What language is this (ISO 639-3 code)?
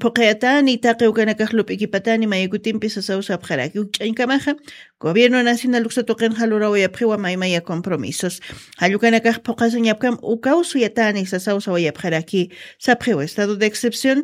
aym